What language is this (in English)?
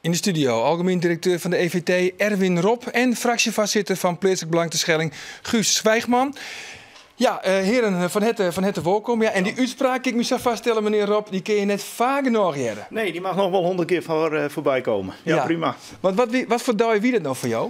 Western Frisian